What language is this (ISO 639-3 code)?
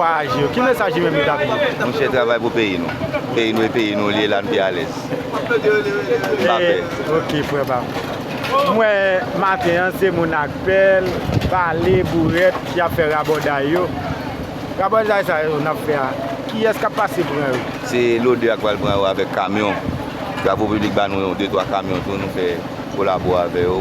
hat